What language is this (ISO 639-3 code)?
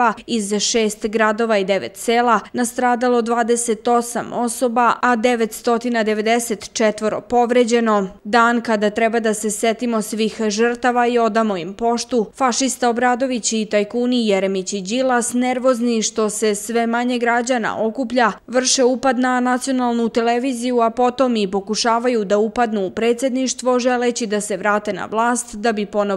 srp